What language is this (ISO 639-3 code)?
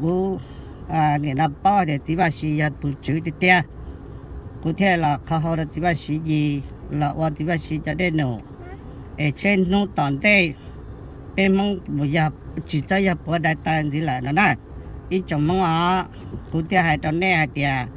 hmn